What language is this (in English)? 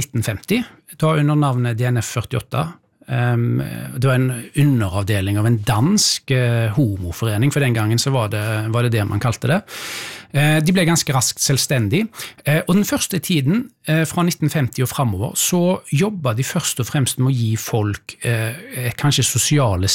Norwegian